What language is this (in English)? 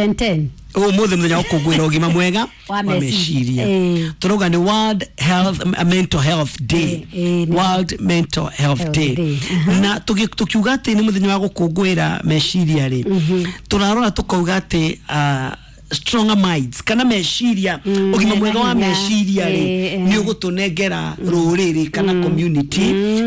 Kikuyu